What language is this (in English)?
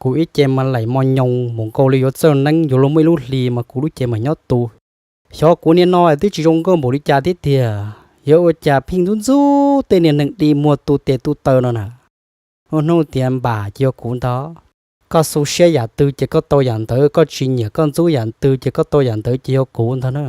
Hmong